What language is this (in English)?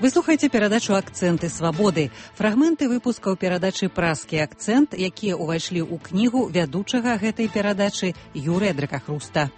Belarusian